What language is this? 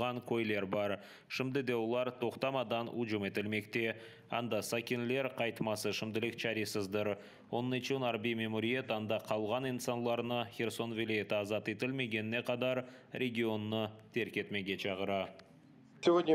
Crimean Tatar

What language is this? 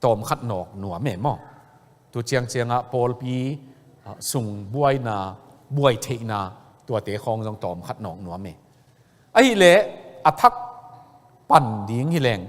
Tedim Chin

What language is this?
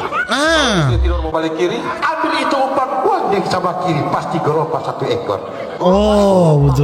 Manado Malay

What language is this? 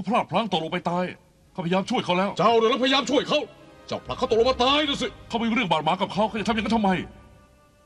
Thai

